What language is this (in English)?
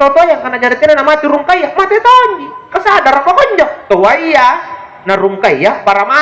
Makasar